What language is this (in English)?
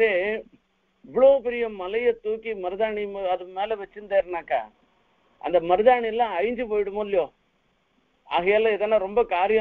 Tamil